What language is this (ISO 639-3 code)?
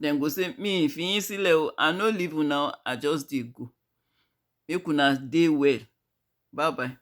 pcm